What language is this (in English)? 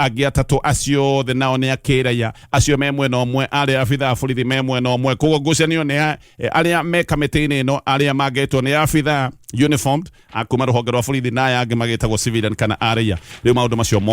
Kikuyu